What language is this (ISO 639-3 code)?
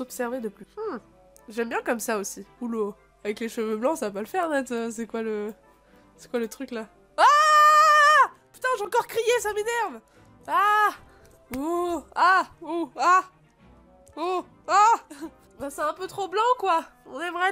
fra